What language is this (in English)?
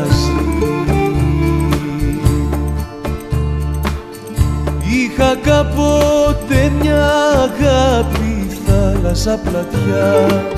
Greek